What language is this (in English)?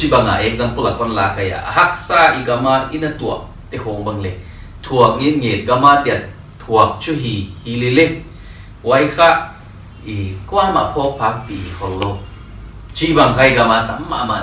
Paite Chin